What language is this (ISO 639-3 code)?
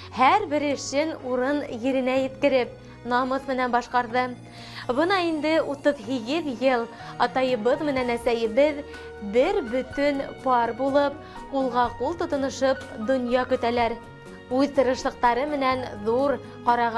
bak